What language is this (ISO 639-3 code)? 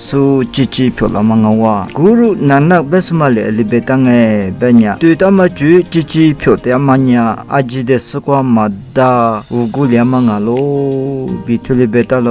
lis